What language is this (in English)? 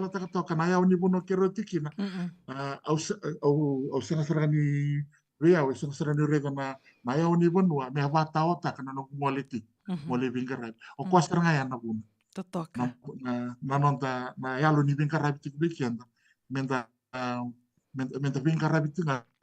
Fijian